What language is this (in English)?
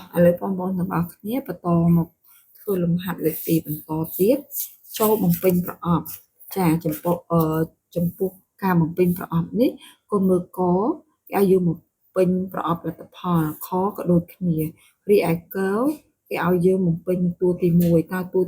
Khmer